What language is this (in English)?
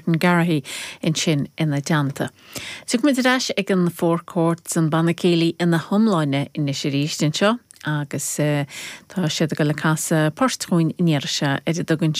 Irish